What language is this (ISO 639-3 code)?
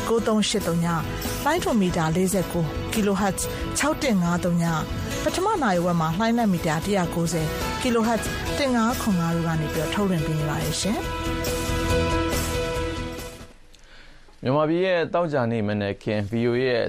mya